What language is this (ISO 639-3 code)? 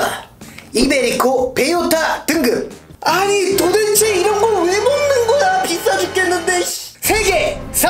kor